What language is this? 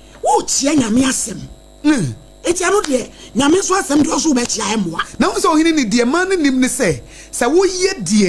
Akan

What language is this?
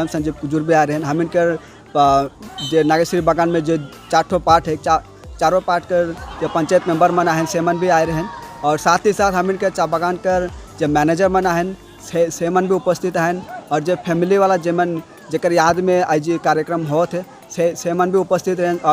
Sadri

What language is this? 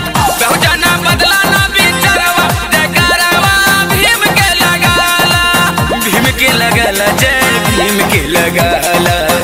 Bhojpuri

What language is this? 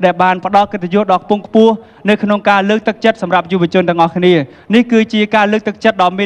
Khmer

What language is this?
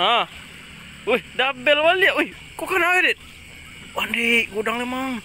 Minangkabau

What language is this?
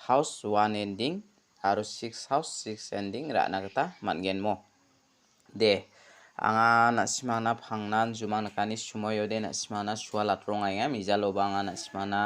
Garo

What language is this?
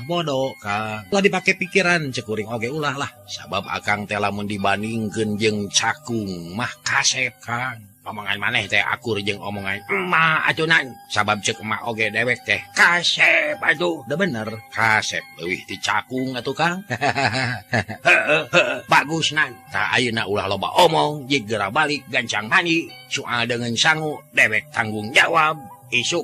Sundanese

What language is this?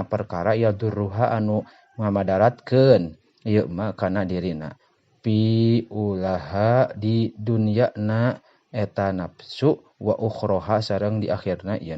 Sundanese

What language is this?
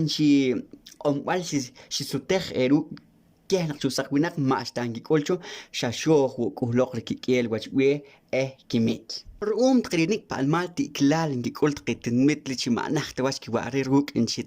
Poqomchi'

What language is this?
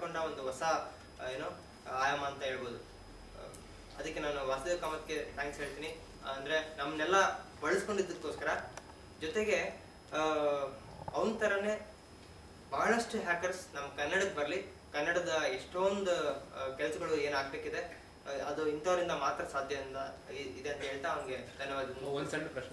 Kannada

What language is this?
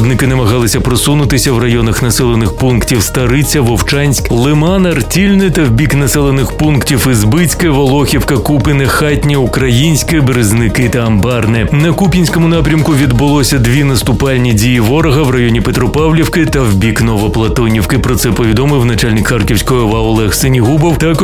Ukrainian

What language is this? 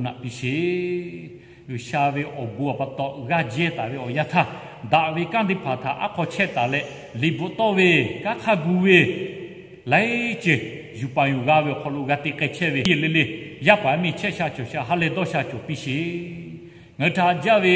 Lahu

